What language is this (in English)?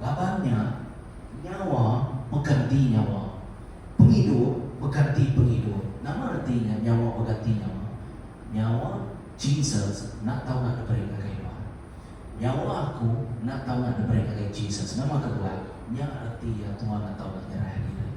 Iban